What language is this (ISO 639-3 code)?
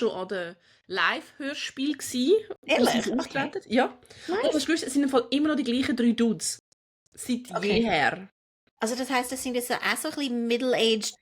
gsw